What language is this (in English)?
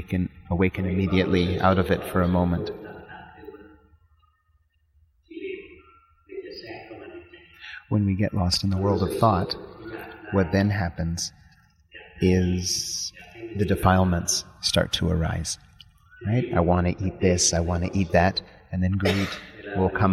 English